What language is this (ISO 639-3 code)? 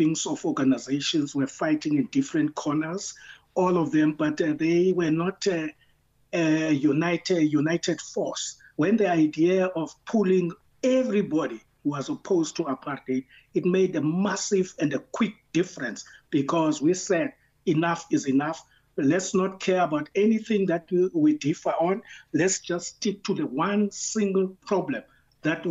eng